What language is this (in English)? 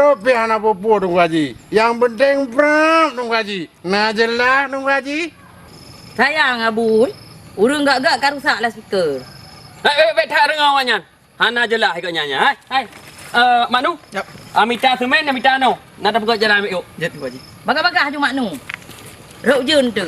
Achinese